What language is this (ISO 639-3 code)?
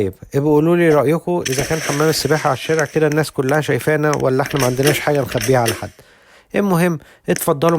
arz